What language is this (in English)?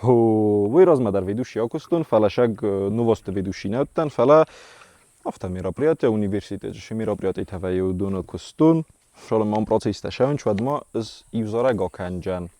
Ossetic